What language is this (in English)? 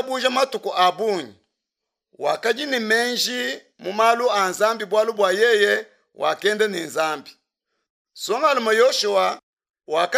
Luba-Lulua